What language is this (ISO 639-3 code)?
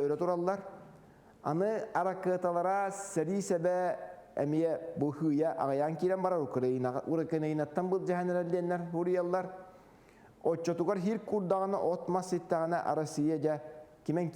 sah